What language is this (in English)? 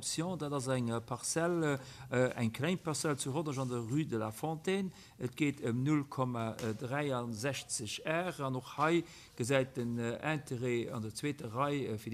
Luxembourgish